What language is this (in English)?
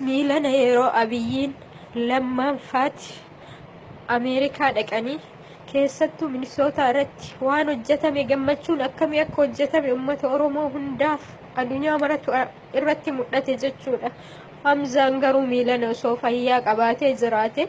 Oromo